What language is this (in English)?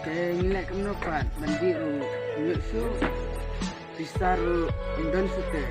Khasi